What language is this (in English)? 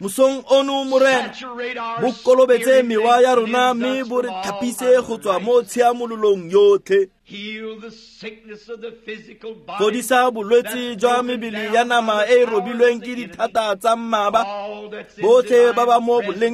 Tswana